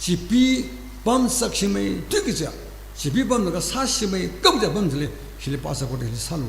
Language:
Tangkhul Naga (India)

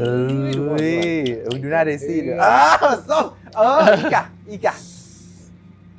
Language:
Thai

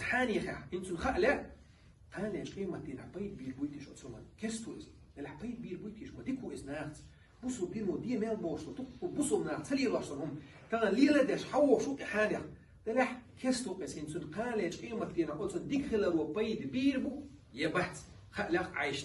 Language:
Chechen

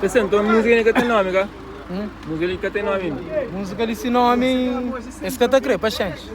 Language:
Kabuverdianu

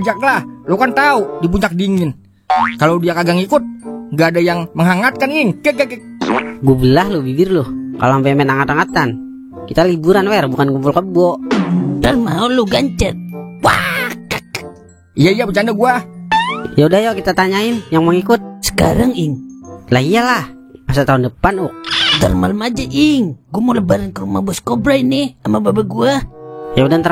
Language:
Betawi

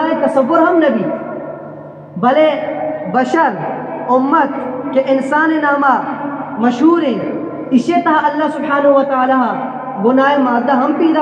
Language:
Eastern Balochi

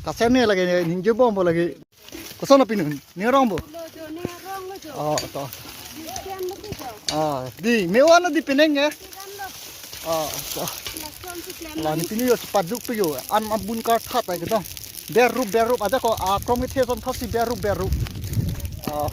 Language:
Karbi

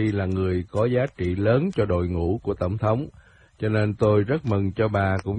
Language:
Vietnamese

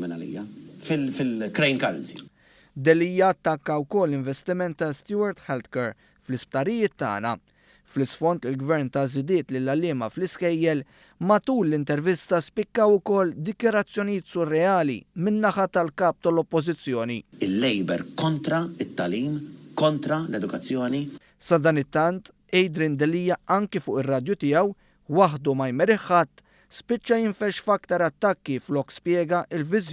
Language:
Maltese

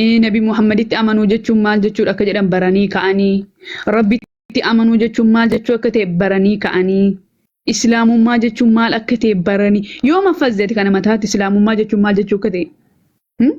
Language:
Oromo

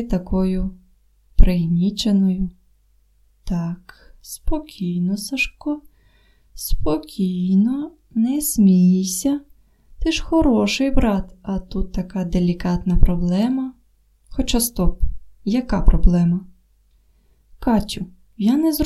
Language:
Ukrainian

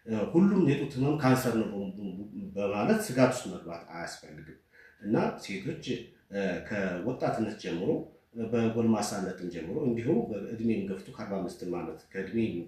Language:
Amharic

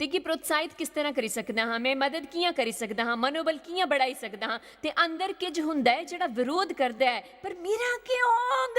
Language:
Dogri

